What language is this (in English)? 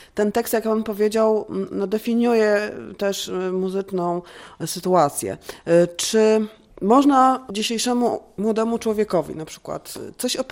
Polish